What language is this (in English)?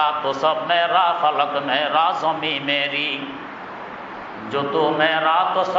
Bangla